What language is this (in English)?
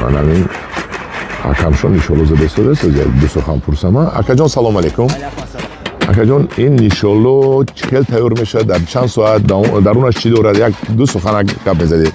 Tajik